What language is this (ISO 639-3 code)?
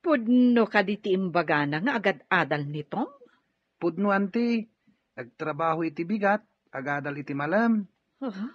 ilo